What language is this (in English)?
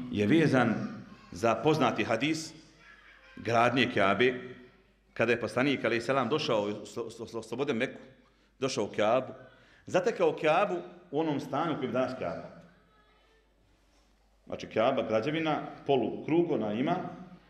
Bosnian